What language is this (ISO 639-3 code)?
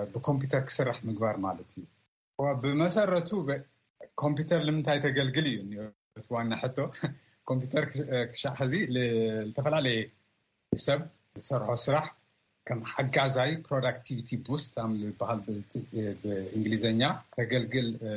tir